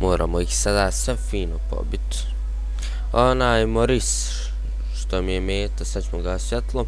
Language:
Bosnian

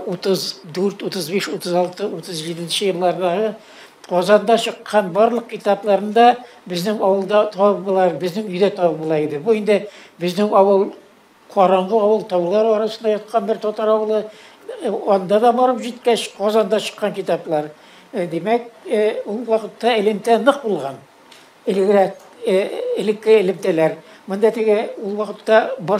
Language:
Tatar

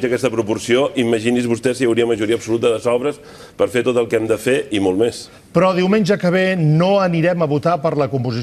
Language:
Catalan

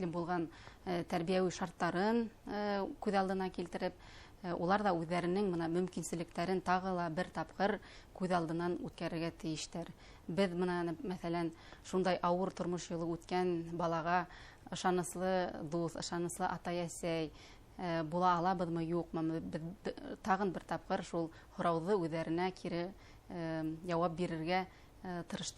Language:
Bashkir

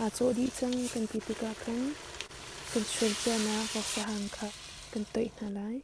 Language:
Hakha Chin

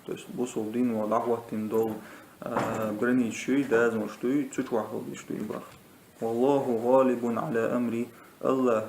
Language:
Chechen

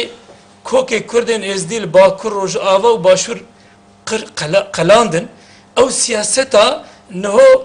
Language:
Kurdish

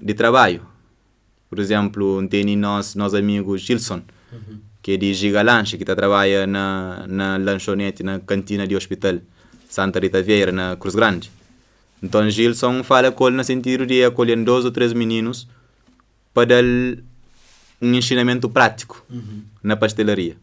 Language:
Kabuverdianu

